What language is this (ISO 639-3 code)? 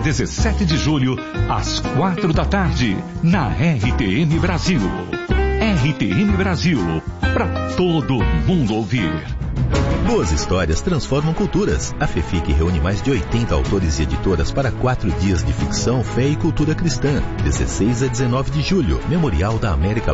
por